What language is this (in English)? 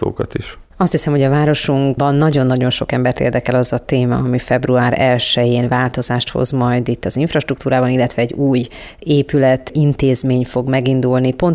Hungarian